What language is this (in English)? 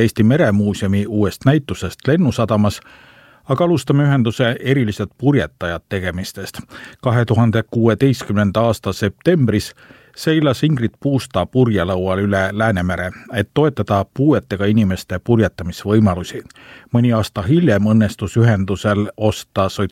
Estonian